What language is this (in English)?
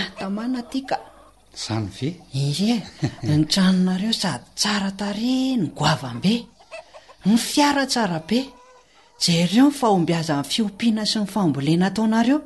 Malagasy